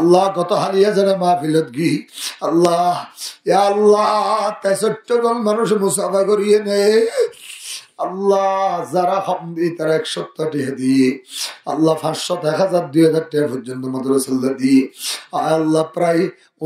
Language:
Rohingya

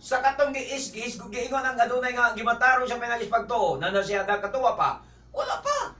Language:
Cebuano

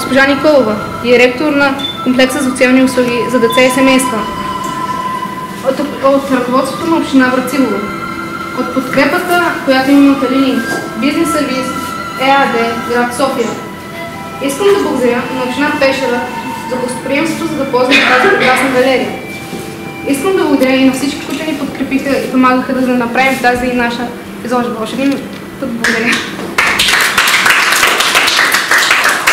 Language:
Bulgarian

